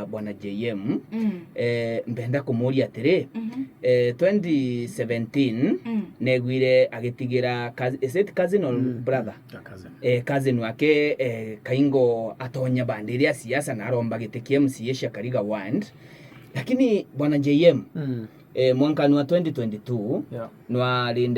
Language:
Meru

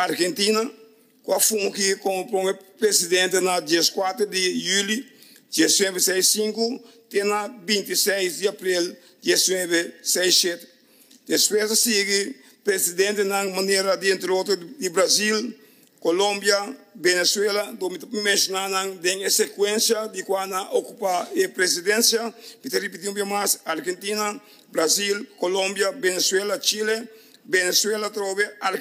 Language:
Papiamento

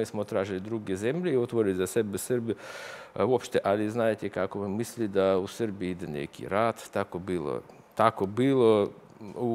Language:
Serbian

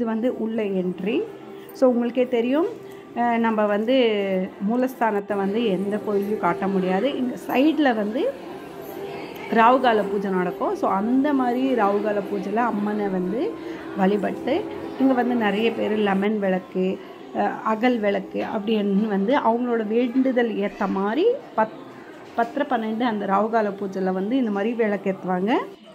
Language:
Tamil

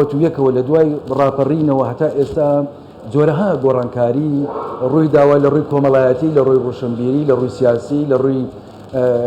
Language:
Central Kurdish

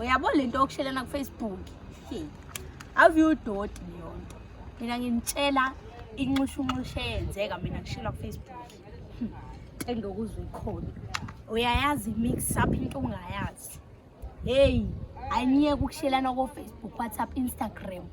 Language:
Zulu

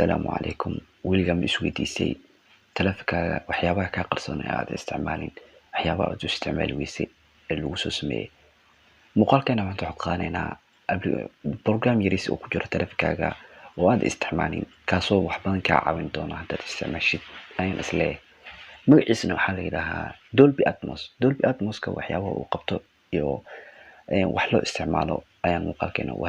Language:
Somali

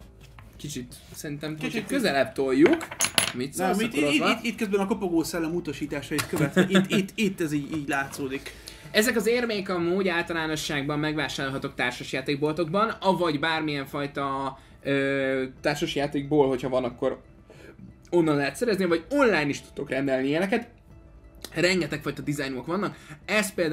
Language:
Hungarian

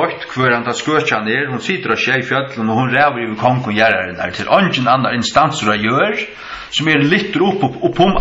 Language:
Faroese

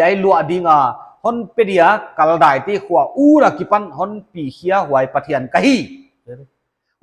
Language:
Paite Chin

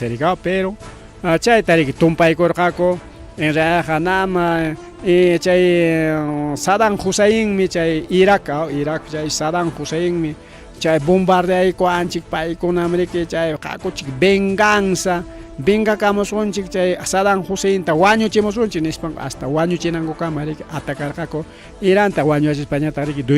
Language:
Ayacucho Quechua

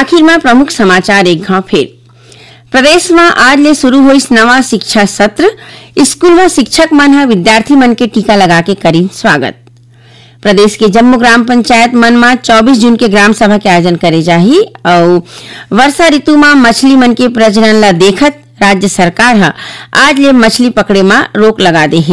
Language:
Chhattisgarhi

